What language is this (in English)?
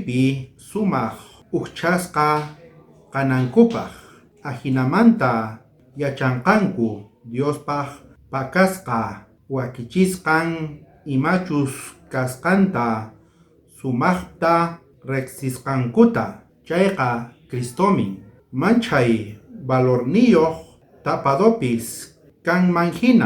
South Bolivian Quechua